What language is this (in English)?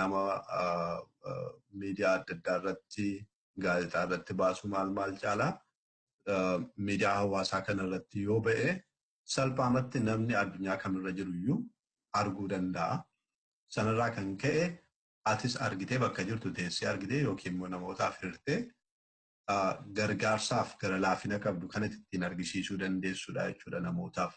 Oromo